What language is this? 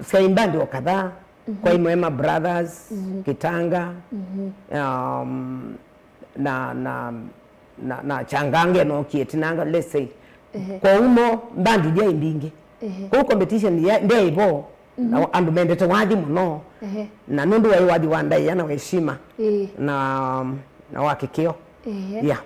Kamba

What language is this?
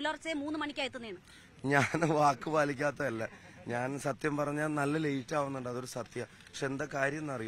Malayalam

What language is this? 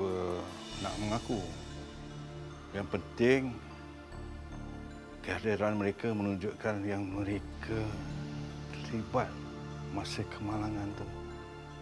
Malay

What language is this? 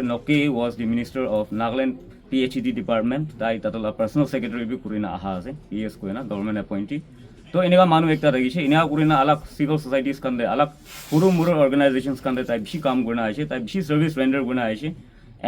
Naga Pidgin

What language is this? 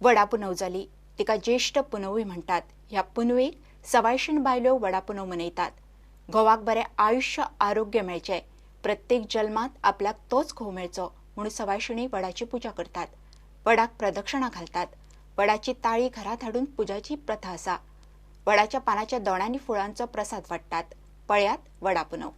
Konkani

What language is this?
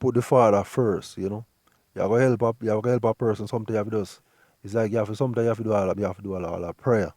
Jamaican Creole English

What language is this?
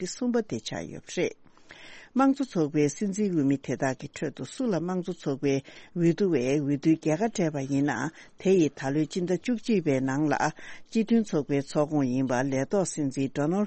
Tibetan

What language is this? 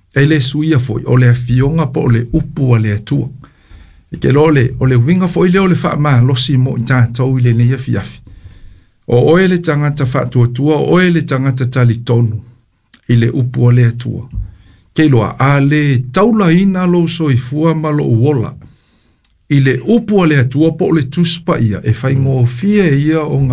Samoan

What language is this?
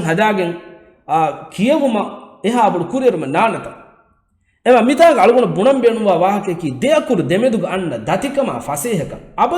Divehi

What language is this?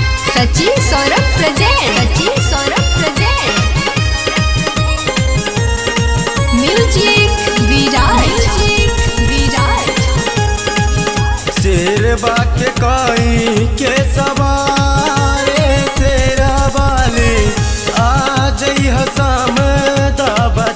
Bhojpuri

